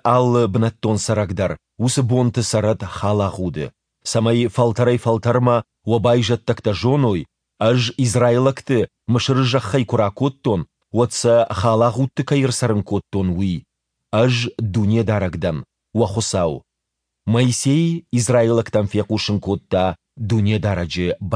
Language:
Ossetic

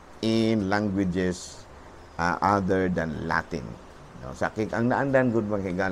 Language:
Cebuano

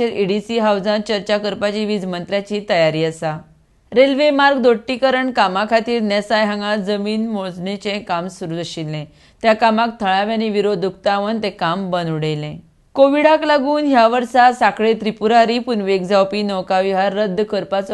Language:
Konkani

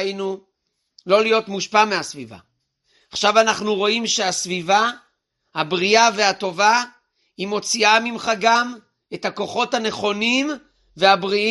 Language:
Hebrew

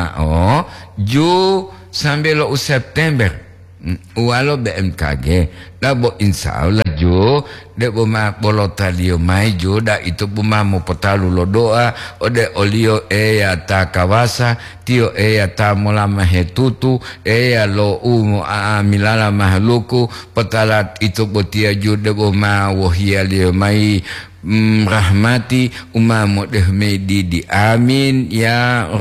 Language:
Gorontalo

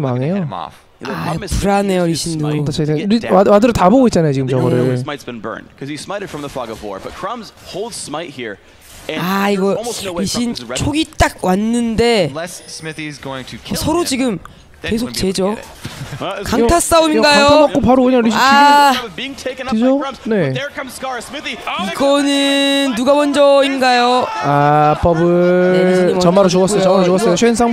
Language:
Korean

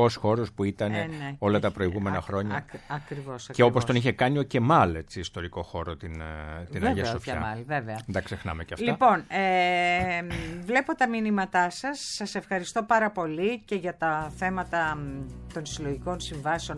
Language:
Greek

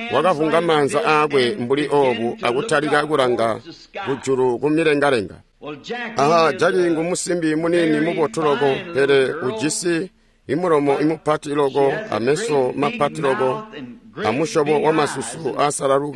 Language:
Tonga (Zambia)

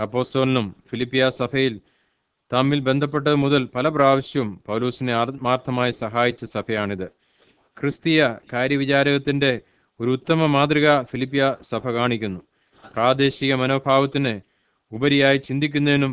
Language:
Malayalam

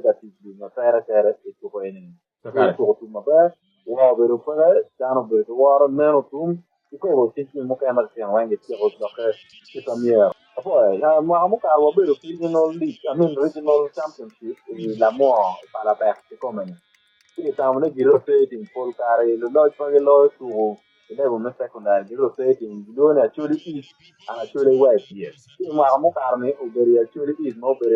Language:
Acoli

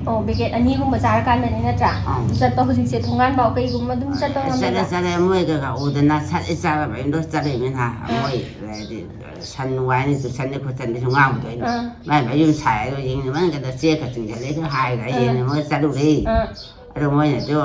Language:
Manipuri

